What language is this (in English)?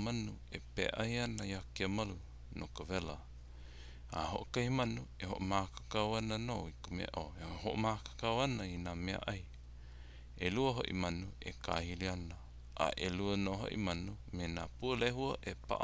Hawaiian